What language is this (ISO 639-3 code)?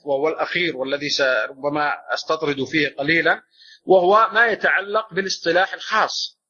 ara